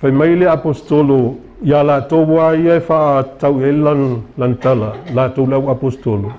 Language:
Samoan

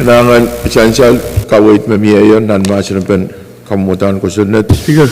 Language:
Pohnpeian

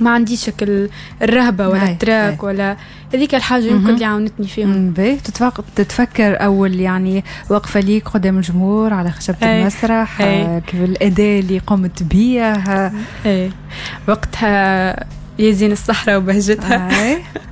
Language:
Tunisian Arabic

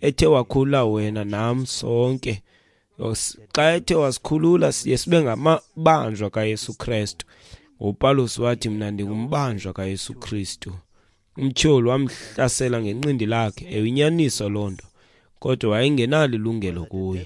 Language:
Xhosa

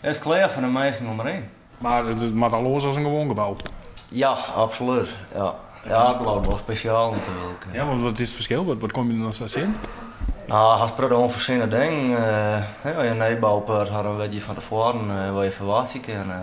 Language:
Western Frisian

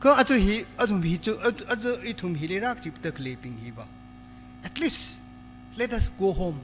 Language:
Tangkhul Naga (India)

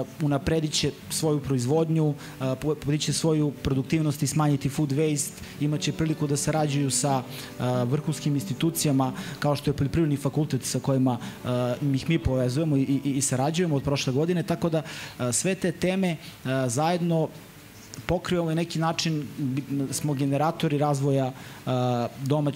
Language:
Serbian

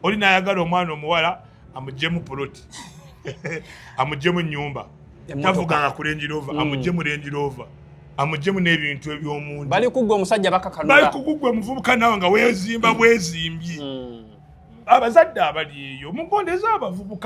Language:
Ganda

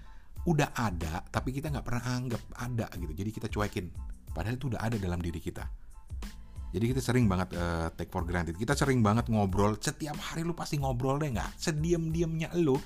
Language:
Indonesian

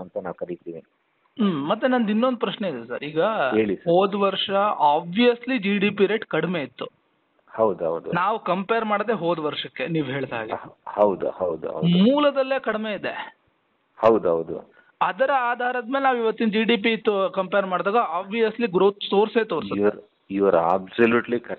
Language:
Kannada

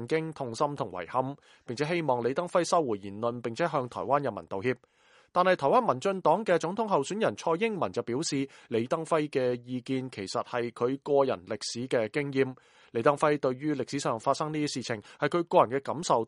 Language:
Cantonese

